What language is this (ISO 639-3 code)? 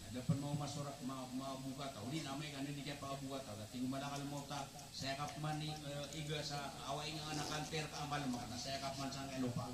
mrw